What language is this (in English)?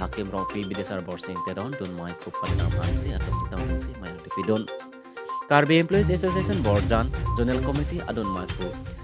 Karbi